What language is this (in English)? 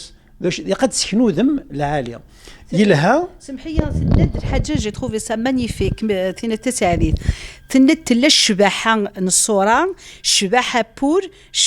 Kabyle